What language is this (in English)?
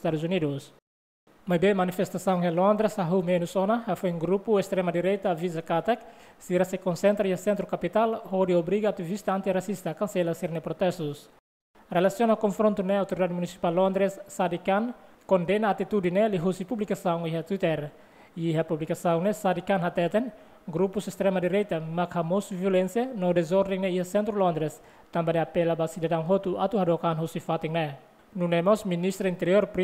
Tetum